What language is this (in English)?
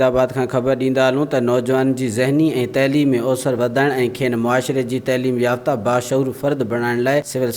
Sindhi